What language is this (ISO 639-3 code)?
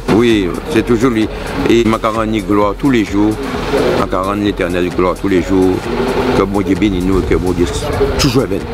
gcf